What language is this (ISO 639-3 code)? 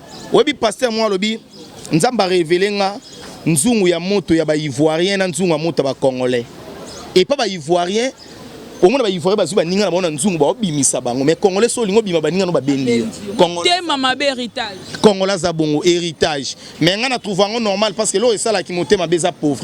lin